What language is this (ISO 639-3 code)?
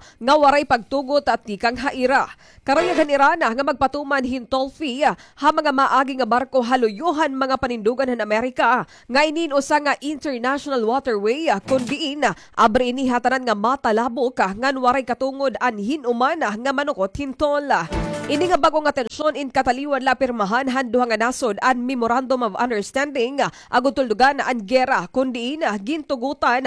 war